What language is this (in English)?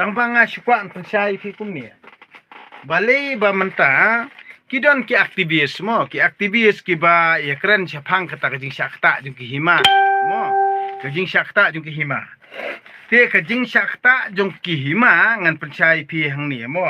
Khasi